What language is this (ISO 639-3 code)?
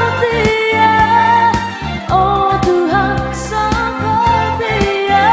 btx